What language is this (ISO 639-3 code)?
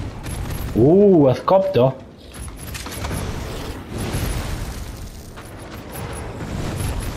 hun